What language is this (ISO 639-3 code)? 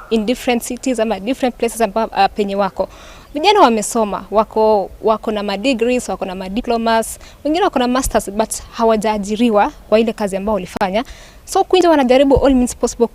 guz